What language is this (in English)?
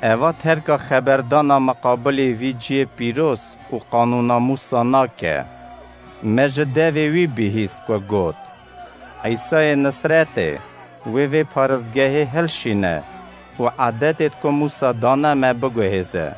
Kurdish